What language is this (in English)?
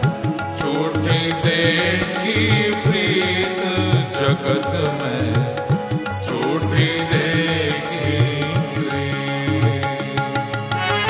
Hindi